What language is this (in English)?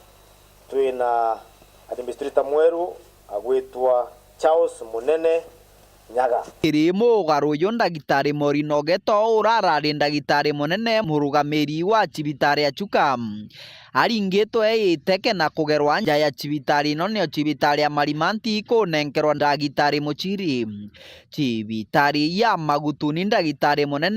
Meru